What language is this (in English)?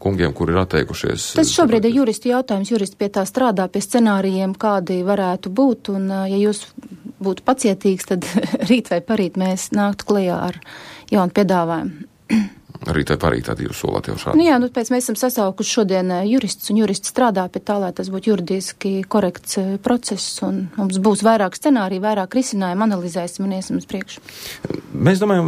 Latvian